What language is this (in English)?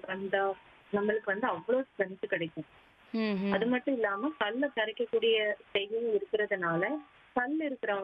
Tamil